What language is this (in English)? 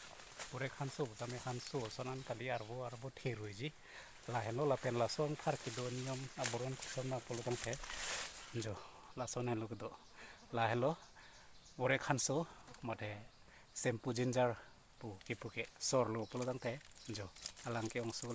Karbi